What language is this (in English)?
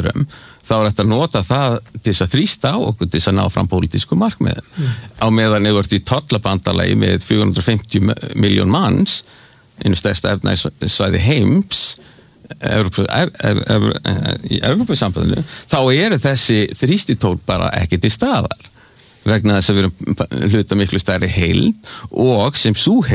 Icelandic